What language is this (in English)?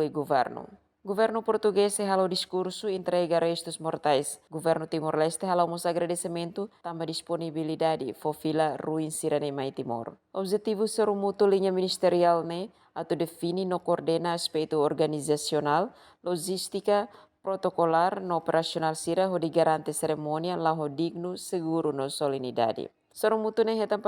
Tetum